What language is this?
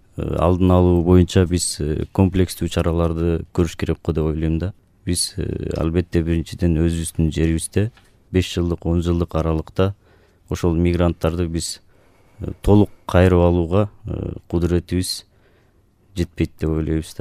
Kyrgyz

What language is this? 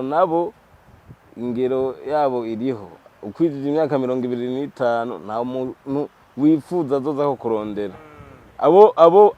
Rundi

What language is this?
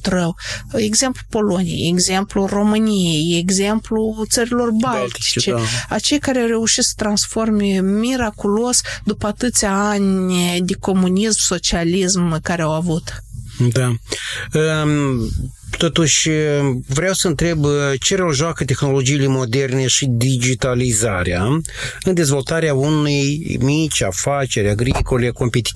Romanian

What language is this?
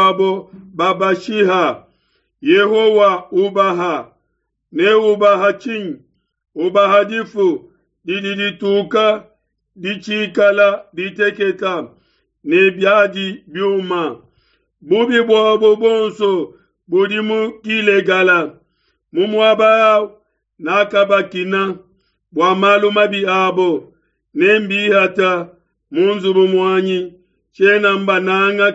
Luba-Lulua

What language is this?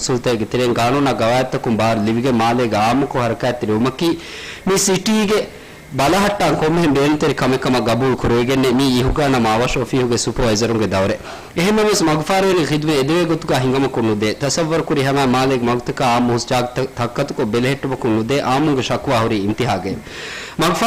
Divehi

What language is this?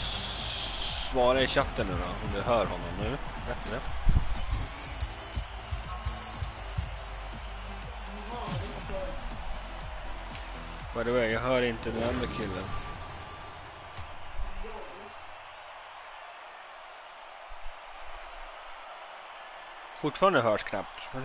Swedish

